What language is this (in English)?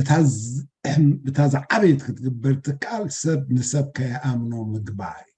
Tigrinya